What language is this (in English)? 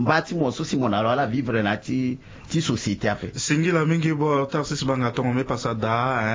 Sango